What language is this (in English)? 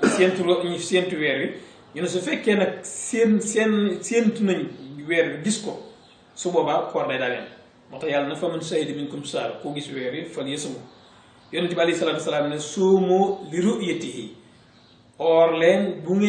Wolof